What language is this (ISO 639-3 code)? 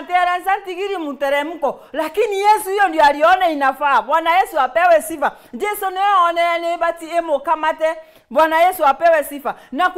mer